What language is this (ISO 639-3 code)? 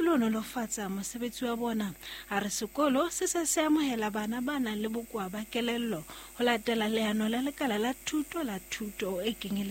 sot